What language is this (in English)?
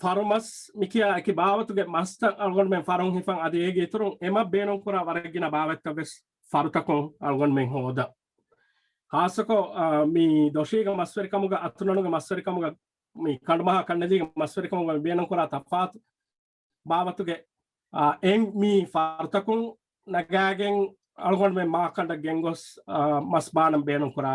Divehi